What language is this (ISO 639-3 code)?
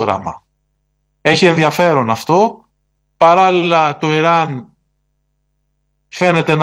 ell